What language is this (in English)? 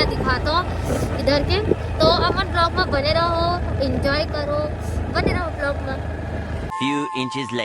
Chhattisgarhi